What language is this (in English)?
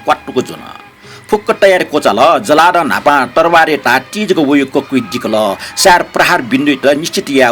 Newari